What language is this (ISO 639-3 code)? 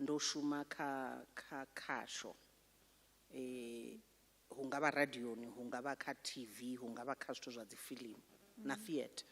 ven